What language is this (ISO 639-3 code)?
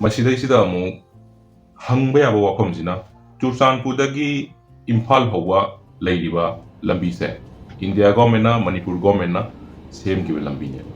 mni